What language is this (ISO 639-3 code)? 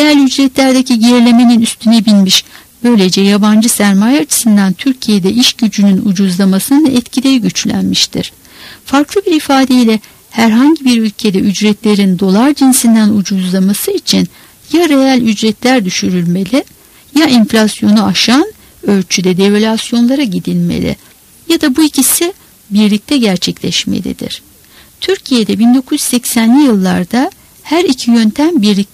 tur